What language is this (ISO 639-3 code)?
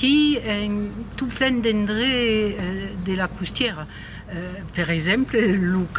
oci